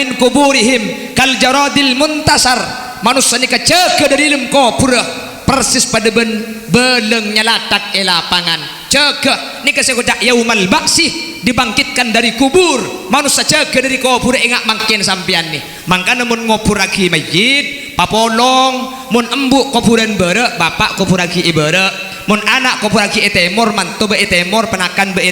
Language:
Madurese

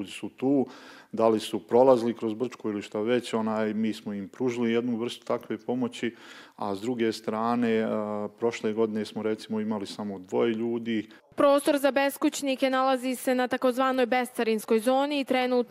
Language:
Croatian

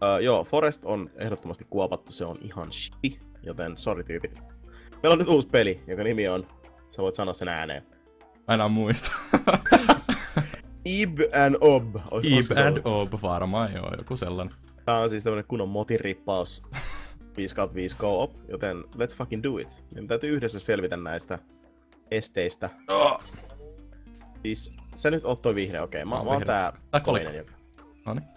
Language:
Finnish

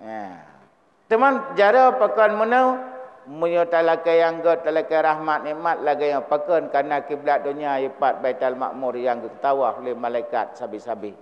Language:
Achinese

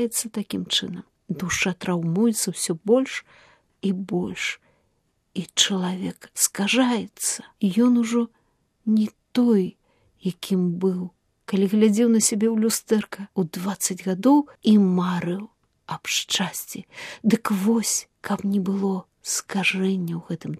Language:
Belarusian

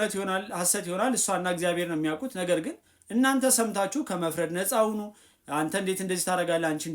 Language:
Amharic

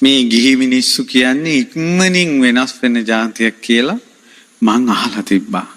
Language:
Sinhala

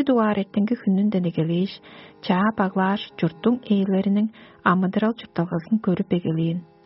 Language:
Tuvinian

